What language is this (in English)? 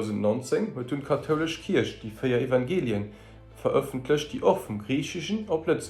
Luxembourgish